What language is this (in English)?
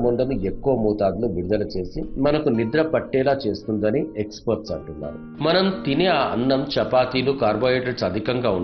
Telugu